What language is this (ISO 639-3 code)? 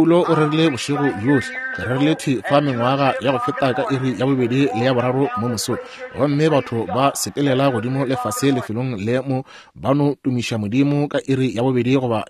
nso